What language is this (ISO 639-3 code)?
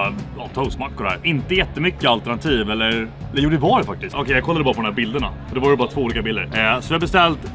swe